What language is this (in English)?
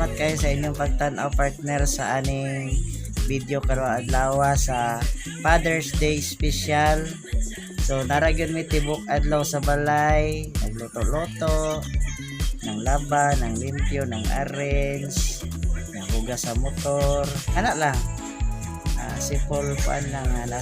Cebuano